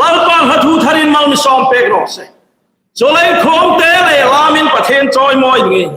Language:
Hmar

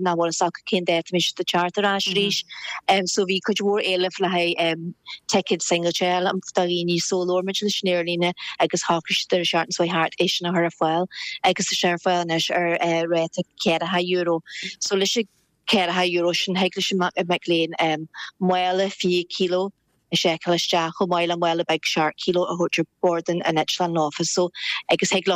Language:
Irish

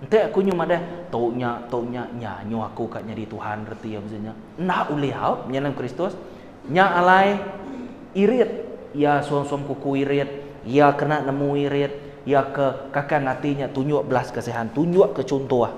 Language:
Iban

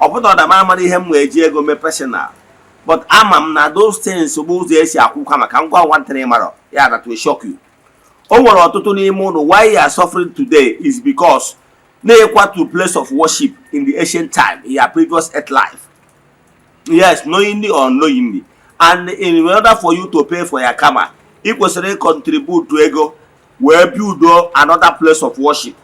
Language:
Igbo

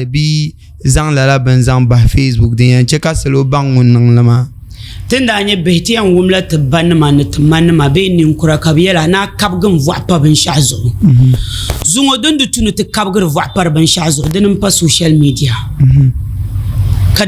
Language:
Dagbani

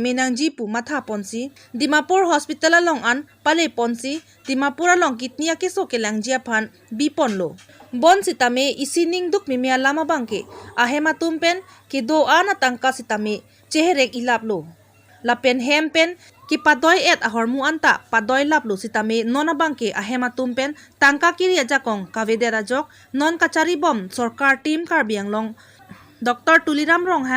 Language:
Karbi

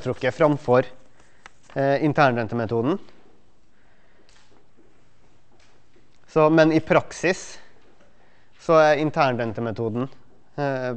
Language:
Norwegian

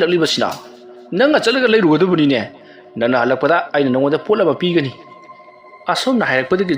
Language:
Manipuri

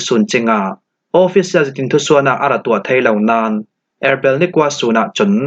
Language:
Falam Chin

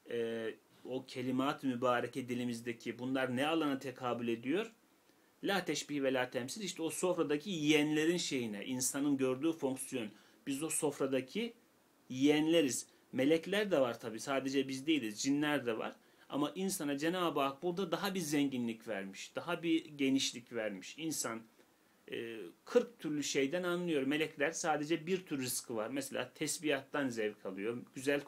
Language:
Turkish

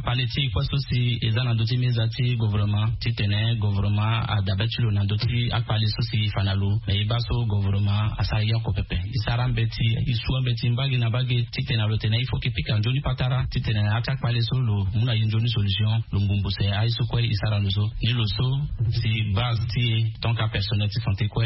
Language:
Sango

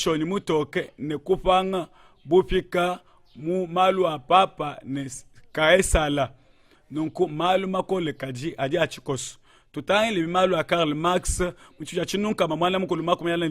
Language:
Luba-Lulua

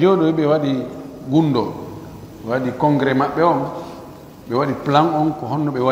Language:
Pular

